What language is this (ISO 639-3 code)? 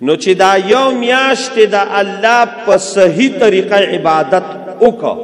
pus